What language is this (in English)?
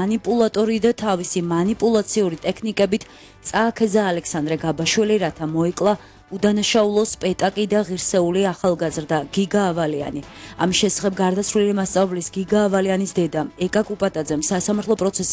Georgian